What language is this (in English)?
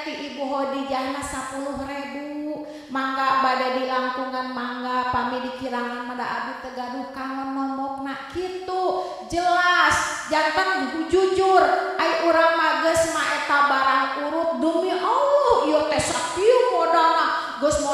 Sundanese